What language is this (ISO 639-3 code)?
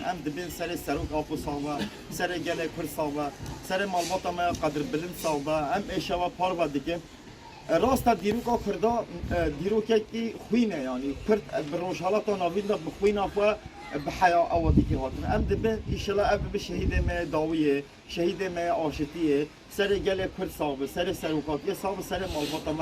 kur